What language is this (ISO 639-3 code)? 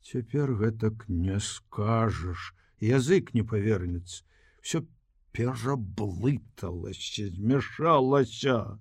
bel